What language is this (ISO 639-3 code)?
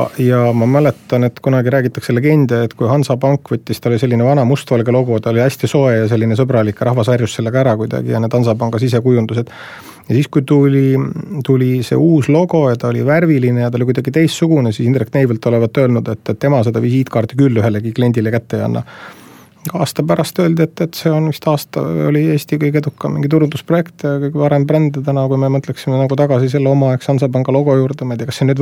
est